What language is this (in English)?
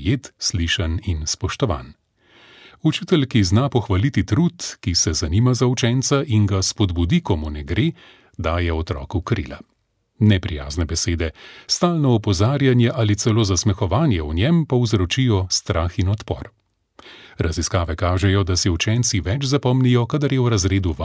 Slovenian